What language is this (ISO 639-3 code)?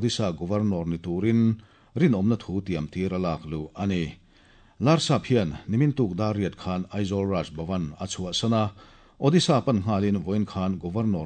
lus